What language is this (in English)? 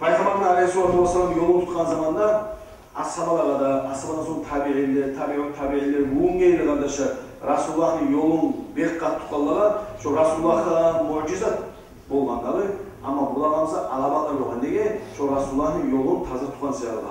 Kumyk